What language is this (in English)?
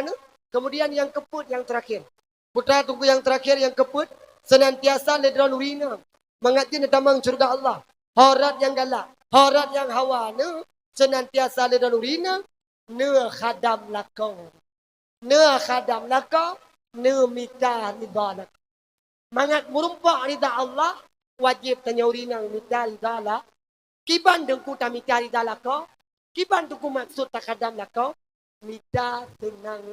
Achinese